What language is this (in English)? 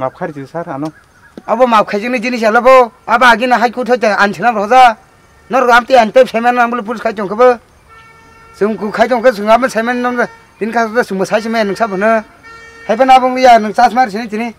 Kok Borok